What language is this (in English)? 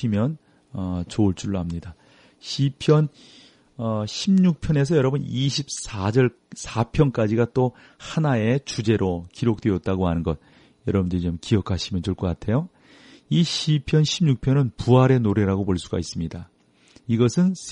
Korean